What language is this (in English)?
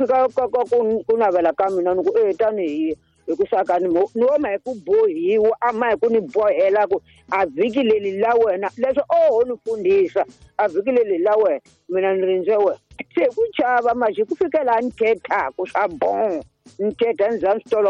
Tsonga